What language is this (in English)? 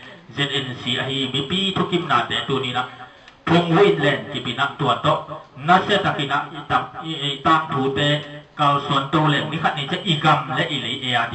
Tedim Chin